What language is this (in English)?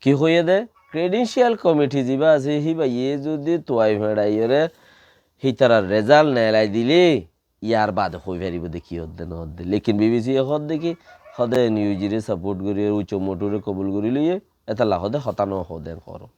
Rohingya